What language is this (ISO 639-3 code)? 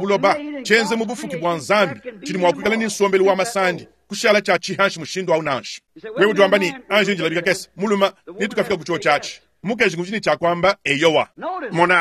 lua